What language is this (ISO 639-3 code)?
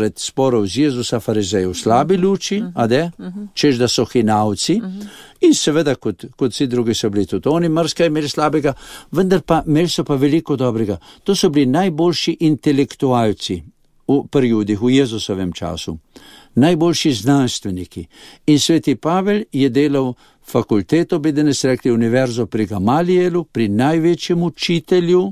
slv